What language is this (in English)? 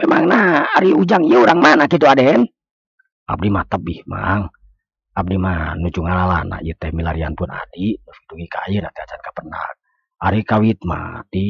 Sundanese